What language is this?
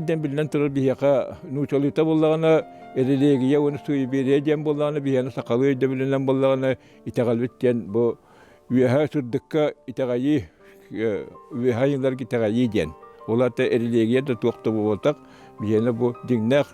Yakut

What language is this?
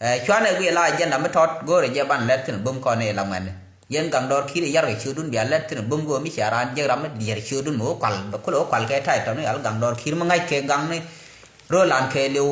Nuer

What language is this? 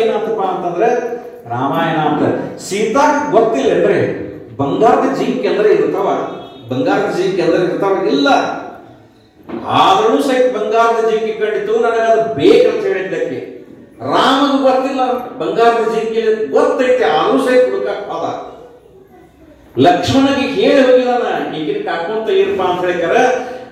Kannada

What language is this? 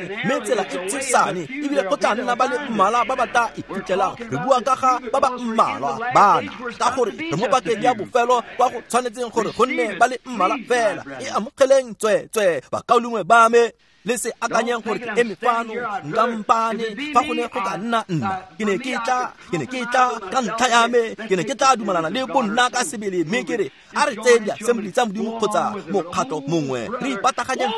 Tswana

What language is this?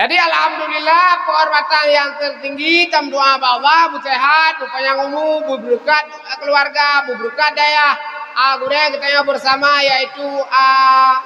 Achinese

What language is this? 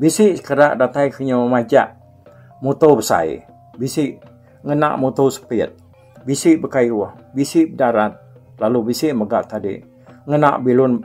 Iban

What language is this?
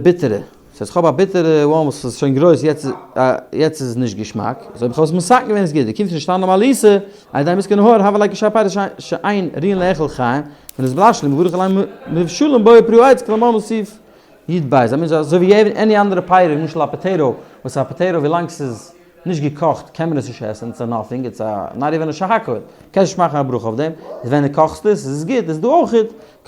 Yiddish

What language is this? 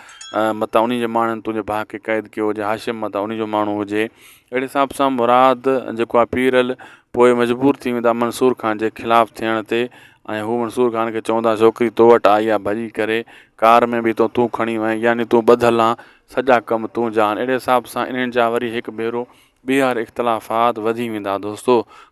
Sindhi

